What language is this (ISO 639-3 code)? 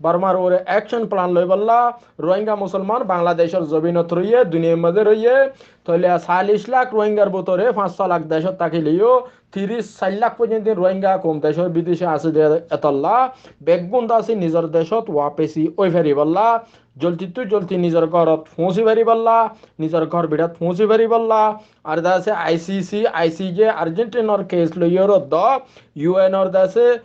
rhg